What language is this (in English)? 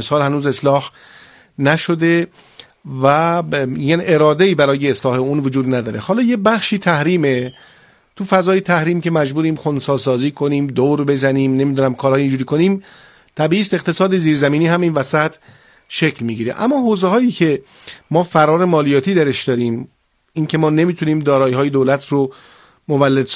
Persian